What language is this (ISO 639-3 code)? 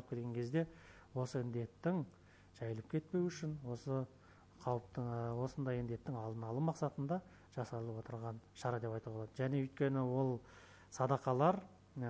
kaz